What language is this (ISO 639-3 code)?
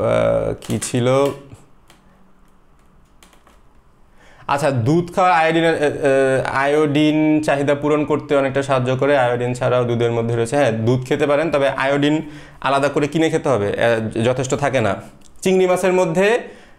ben